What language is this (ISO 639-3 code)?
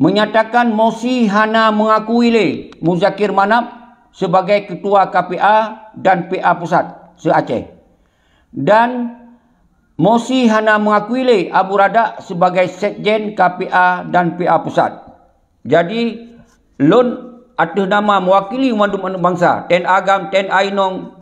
ace